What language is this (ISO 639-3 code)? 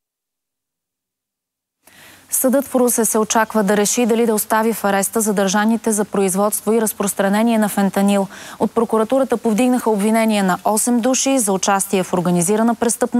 bul